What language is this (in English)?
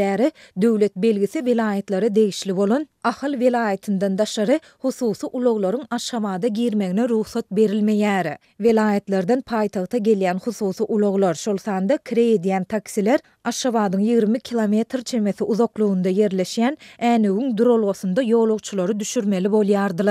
Turkmen